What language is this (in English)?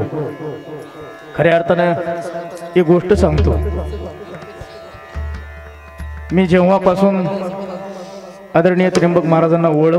Marathi